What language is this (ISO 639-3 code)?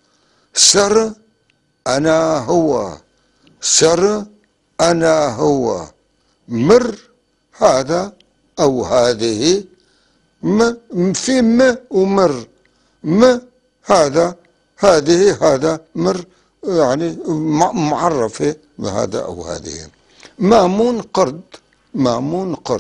apc